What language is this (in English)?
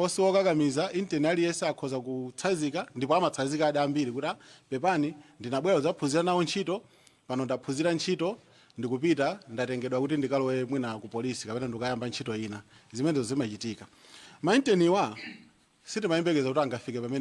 Nyanja